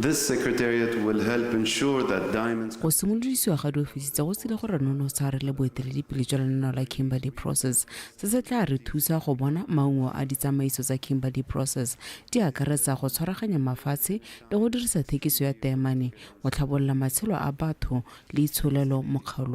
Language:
Tswana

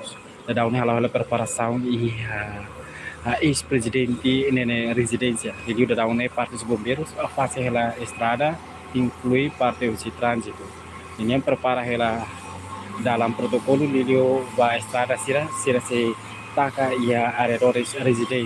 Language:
Tetum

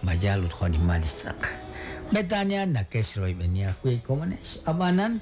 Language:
Kekchí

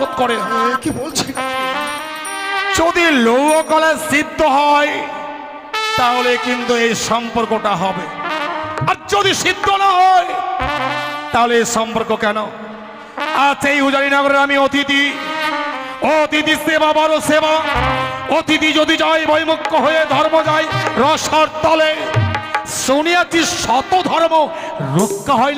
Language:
Bangla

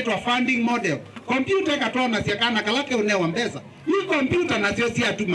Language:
Kamba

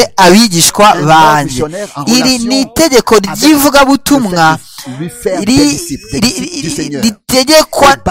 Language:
Kinyarwanda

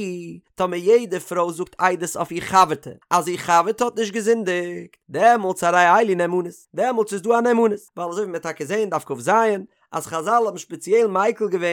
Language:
Yiddish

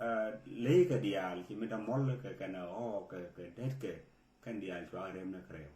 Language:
Nuer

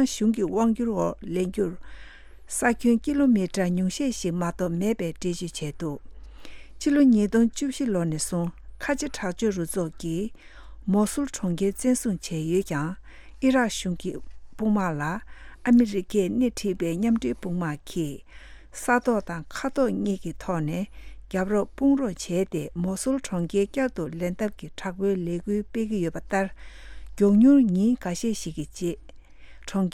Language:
Tibetan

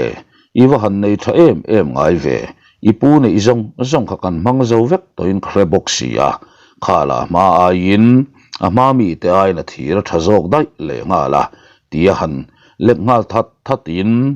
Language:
Mizo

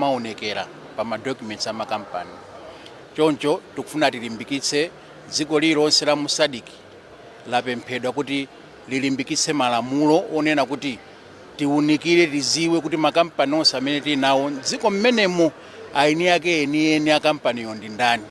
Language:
Nyanja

